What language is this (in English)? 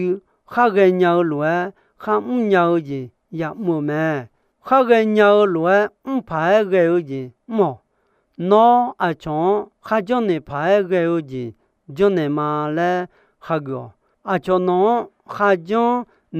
Akha